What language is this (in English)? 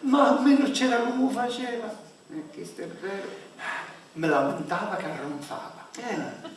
Sicilian